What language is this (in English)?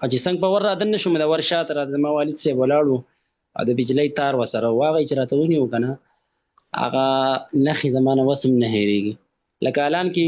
Pashto